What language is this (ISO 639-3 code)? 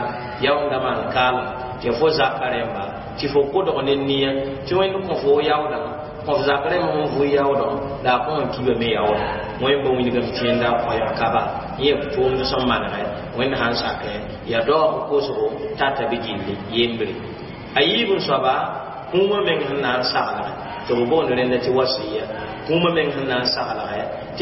mos